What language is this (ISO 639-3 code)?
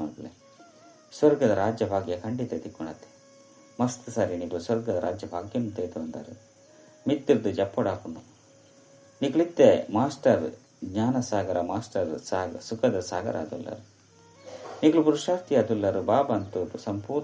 tcy